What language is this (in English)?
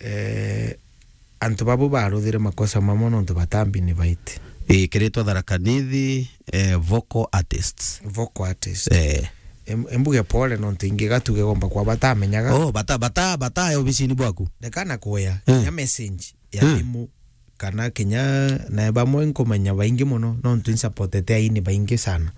Meru